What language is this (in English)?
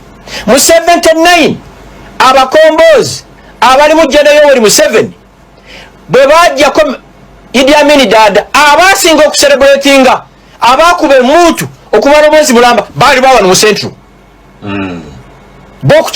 Ganda